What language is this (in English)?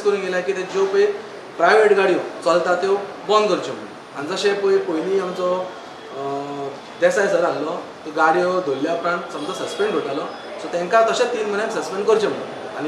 Konkani